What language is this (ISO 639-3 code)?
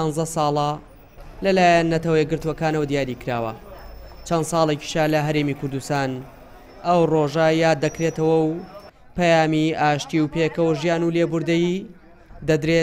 ckb